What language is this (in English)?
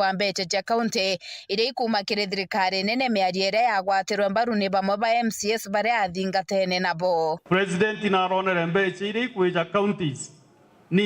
Meru